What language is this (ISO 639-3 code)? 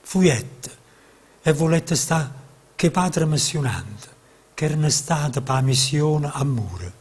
nap